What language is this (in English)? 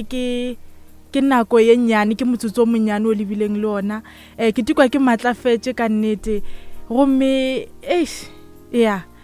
Northern Sotho